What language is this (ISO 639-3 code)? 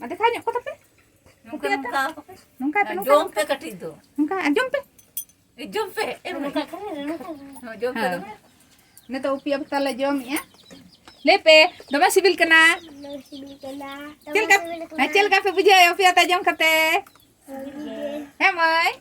sat